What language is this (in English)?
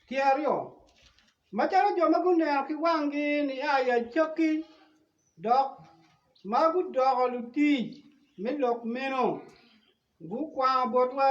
Acoli